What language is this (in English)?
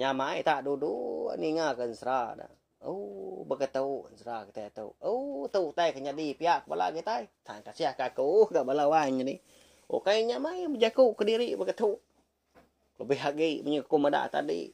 Iban